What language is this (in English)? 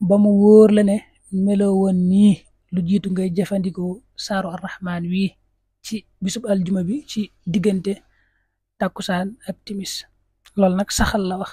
Wolof